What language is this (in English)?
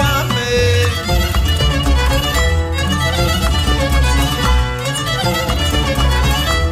Greek